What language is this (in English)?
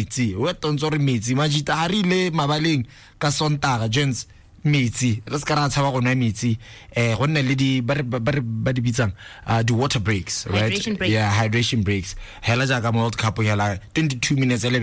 Tswana